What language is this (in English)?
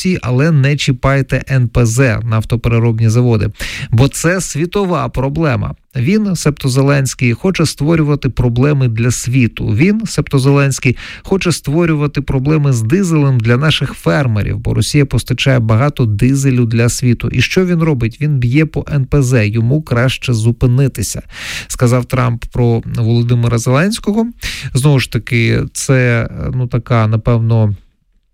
Ukrainian